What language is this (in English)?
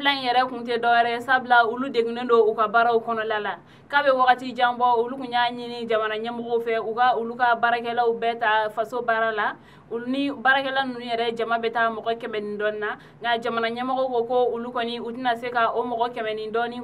Bambara